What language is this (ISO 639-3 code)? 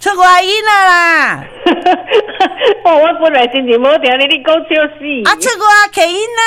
nan